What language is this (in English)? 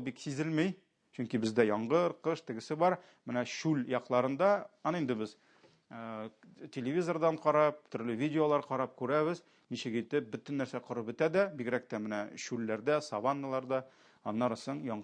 Tatar